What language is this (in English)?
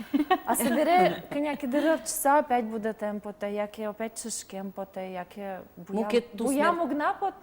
Udmurt